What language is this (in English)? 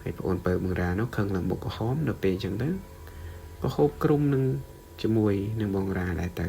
Khmer